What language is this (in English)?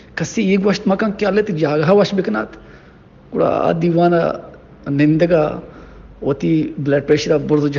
Baluchi